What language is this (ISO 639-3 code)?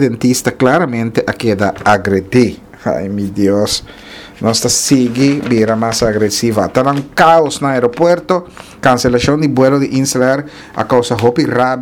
pap